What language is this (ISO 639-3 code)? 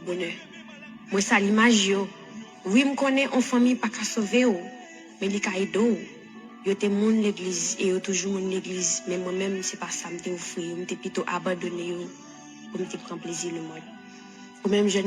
hat